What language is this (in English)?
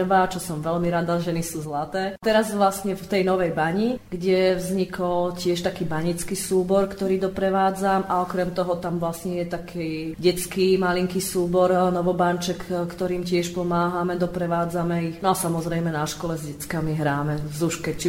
Slovak